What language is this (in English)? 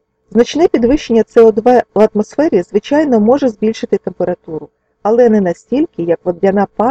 Ukrainian